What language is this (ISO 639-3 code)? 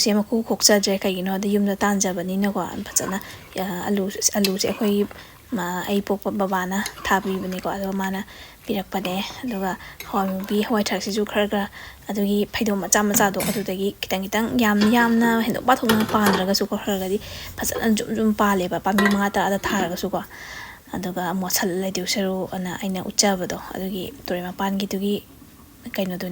mni